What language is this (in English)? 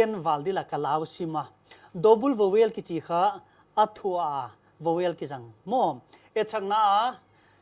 Paite Chin